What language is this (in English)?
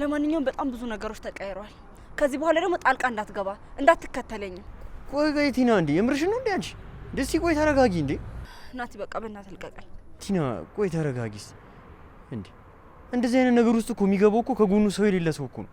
Amharic